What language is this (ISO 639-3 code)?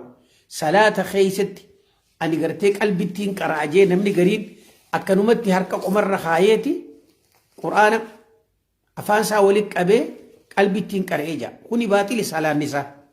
orm